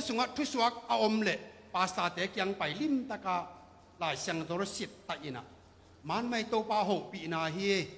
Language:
Tedim Chin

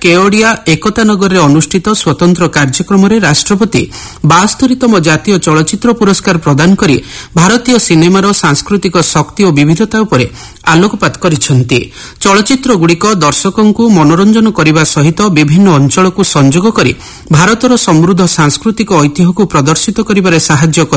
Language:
Odia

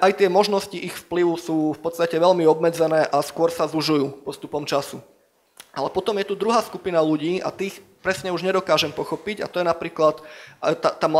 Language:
Slovak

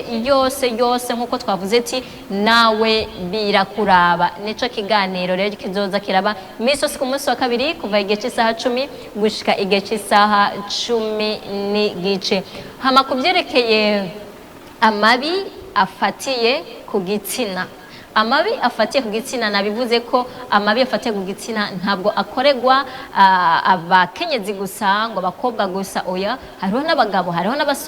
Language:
Rundi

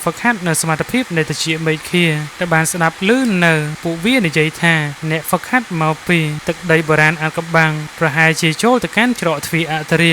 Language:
Khmer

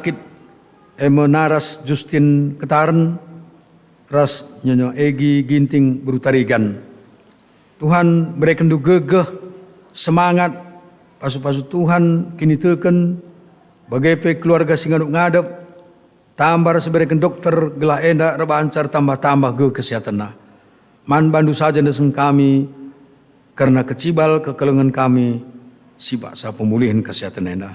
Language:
Batak Karo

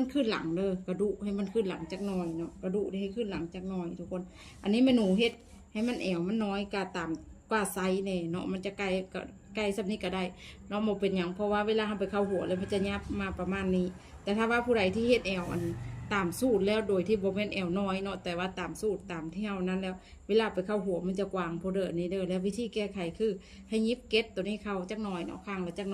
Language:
Lao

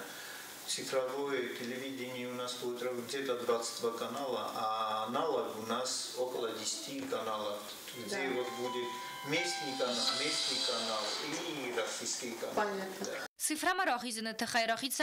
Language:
Ossetic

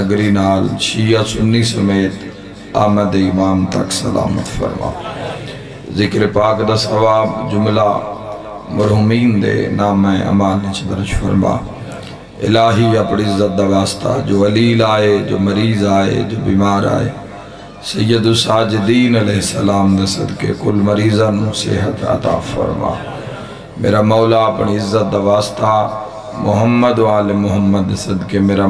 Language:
Western Panjabi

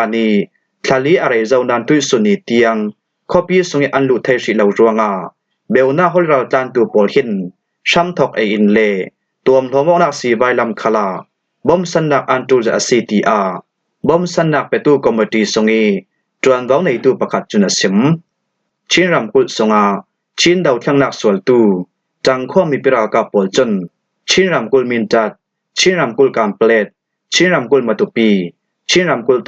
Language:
Falam Chin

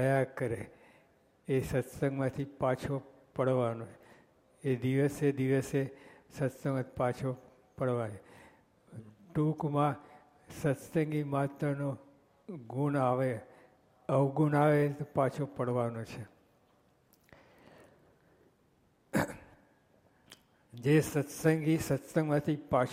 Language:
Gujarati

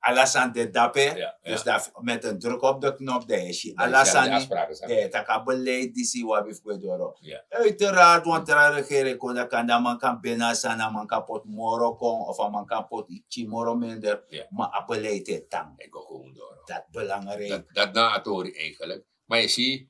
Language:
Sranan Tongo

